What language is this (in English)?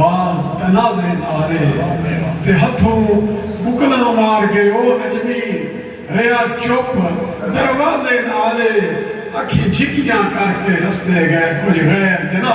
Saraiki